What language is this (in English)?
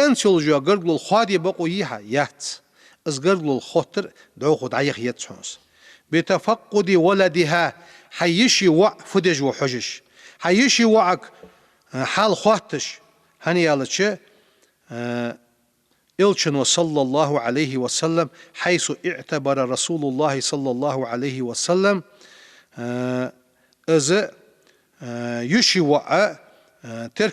Ingush